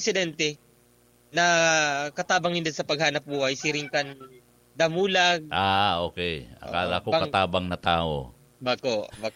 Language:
Bikol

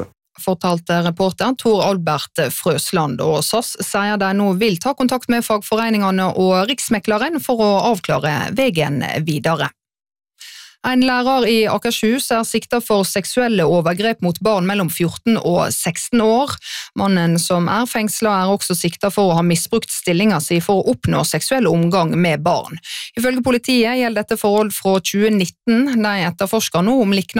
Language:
Norwegian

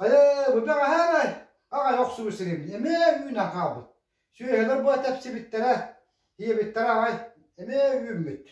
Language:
Yakut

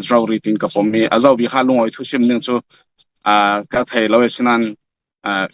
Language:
Falam Chin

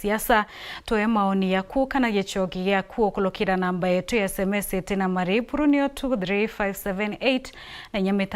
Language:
Meru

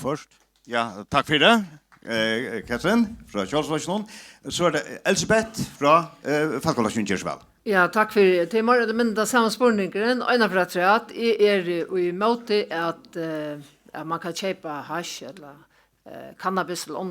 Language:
Faroese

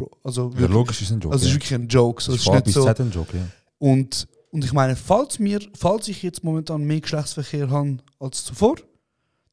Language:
Swiss German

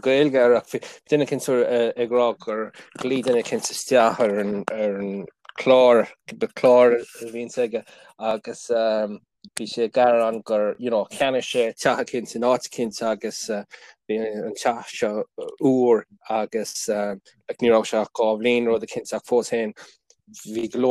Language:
Irish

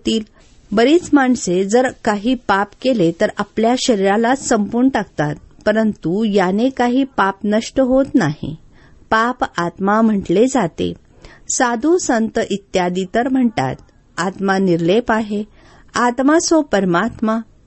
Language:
Marathi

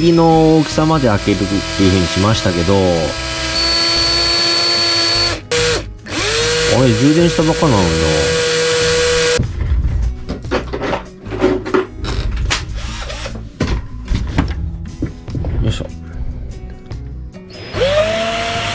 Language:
Japanese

